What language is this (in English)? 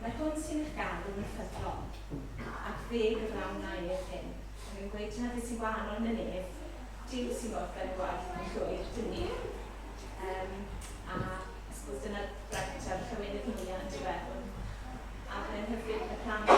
Welsh